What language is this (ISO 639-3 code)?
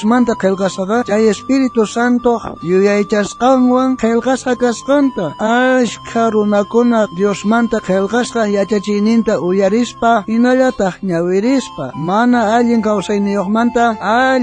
quh